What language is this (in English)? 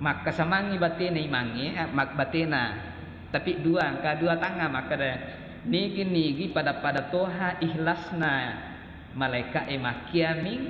Buginese